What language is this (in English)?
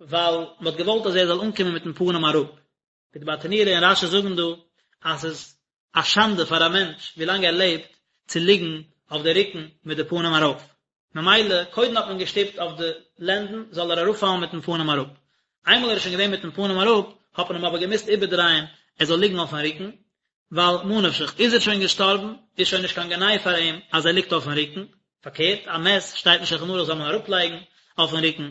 Yiddish